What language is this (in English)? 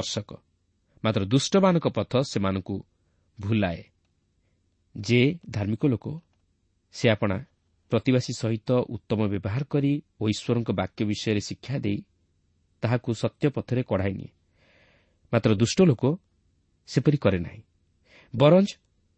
Odia